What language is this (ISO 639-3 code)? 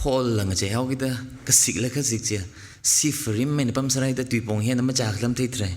nmf